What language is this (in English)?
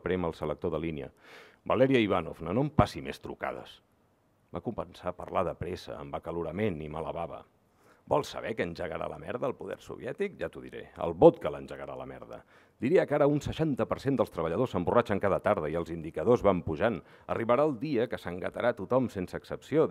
Catalan